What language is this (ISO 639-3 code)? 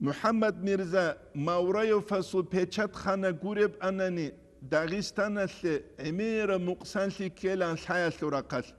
ava